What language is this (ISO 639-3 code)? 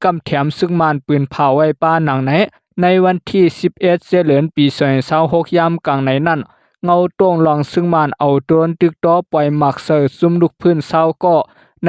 shn